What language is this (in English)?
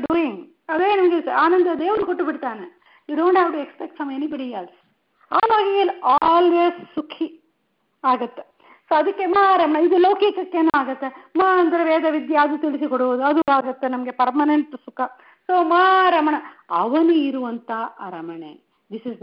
Kannada